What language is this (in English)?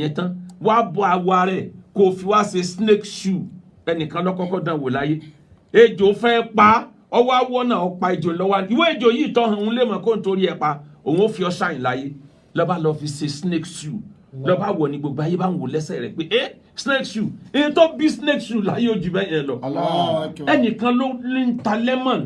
Yoruba